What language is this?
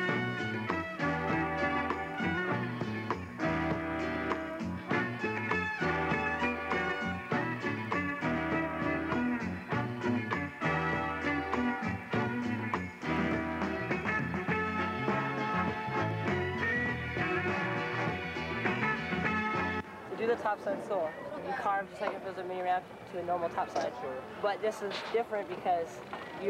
English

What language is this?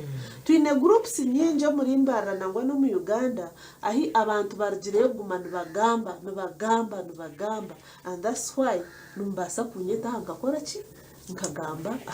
Nyankole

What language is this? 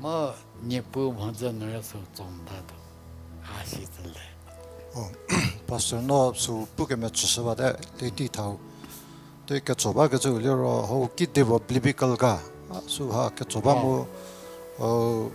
Angami Naga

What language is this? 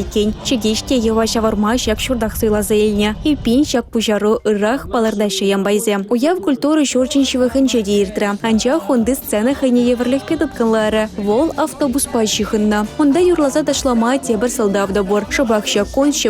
Chuvash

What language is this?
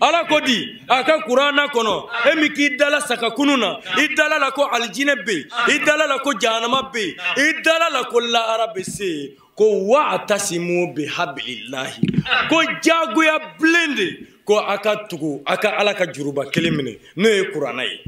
Bambara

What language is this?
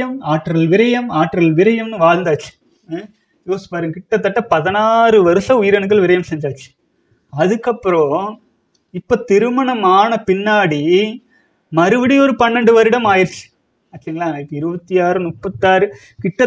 Tamil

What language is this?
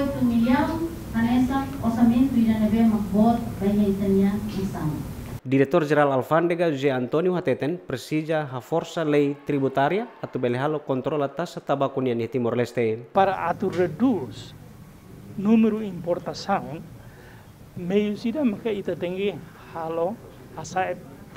Tetum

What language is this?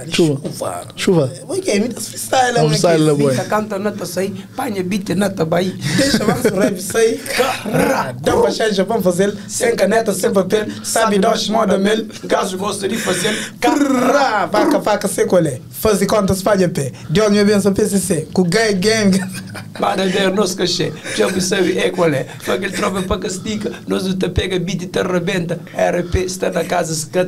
Kabuverdianu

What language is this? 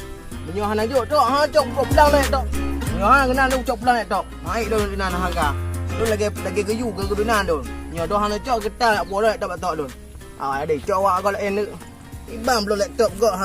Achinese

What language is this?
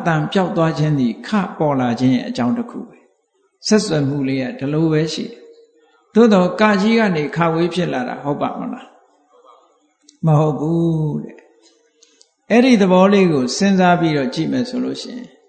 Burmese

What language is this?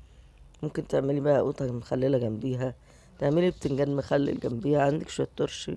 Egyptian Arabic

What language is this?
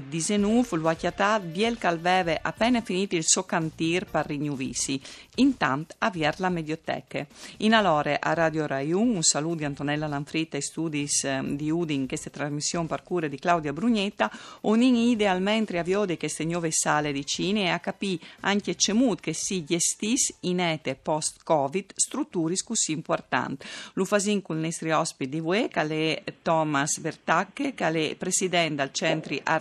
Friulian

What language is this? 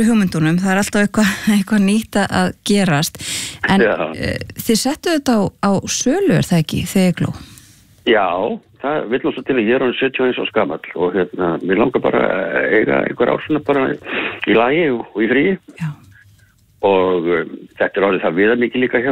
Icelandic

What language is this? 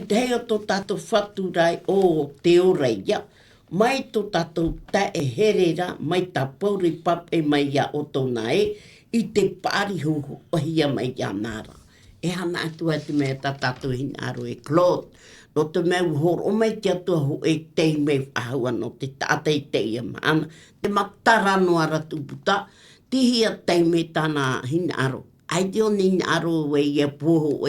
Tahitian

